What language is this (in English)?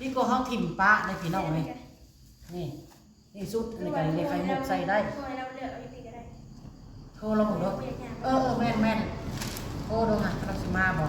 Northeastern Thai